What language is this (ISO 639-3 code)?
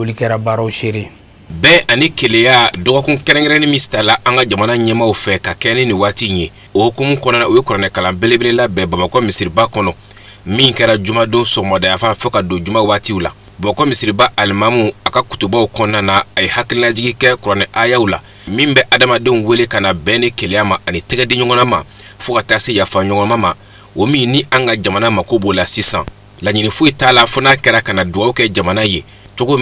bam